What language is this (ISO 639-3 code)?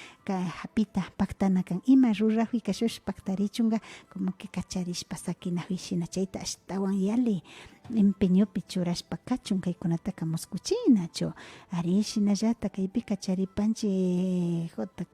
qvi